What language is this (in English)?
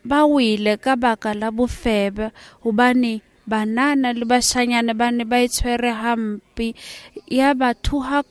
Southern Sotho